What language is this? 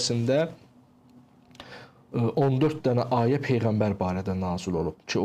Azerbaijani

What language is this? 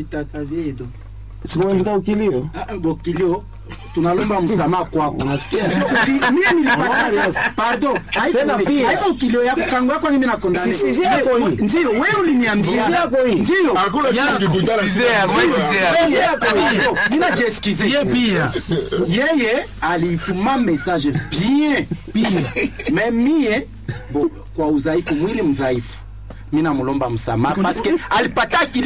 Swahili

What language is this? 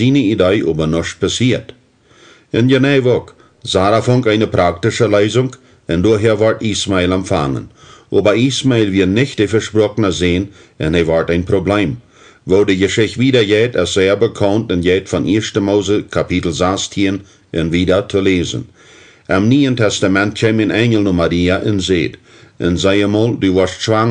Plautdietsch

